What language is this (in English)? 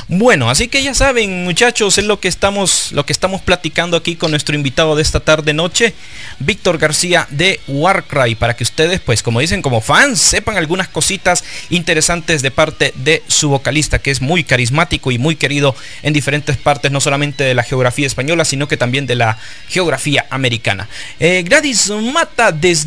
Spanish